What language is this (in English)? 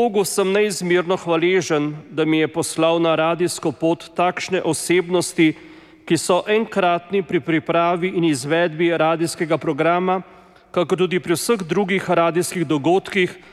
Slovenian